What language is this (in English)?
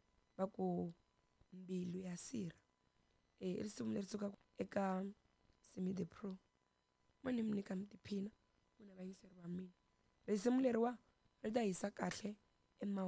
Tsonga